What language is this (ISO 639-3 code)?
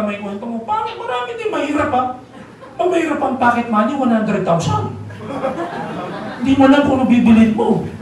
fil